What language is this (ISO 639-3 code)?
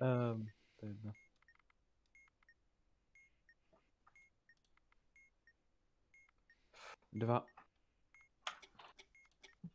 ces